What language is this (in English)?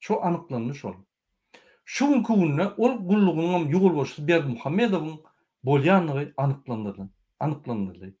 Turkmen